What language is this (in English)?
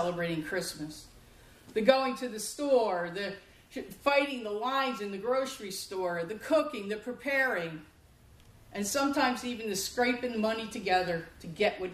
English